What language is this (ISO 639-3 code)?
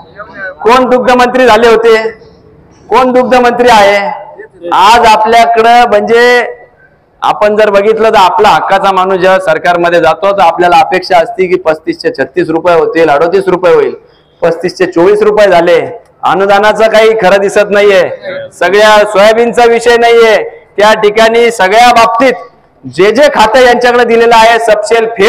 mar